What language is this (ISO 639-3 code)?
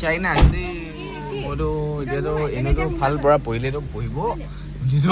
nag